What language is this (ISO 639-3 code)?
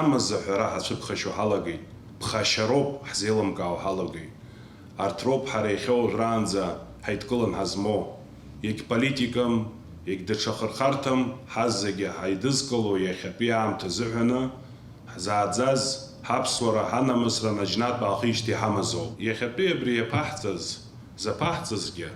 abk